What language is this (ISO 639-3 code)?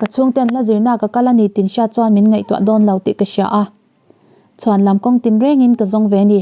lus